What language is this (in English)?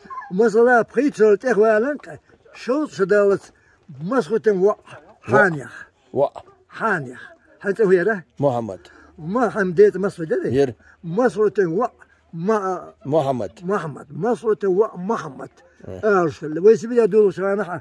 Chechen